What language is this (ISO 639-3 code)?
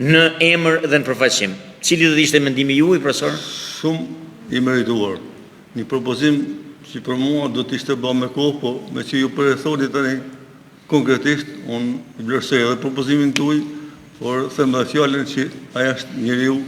sqi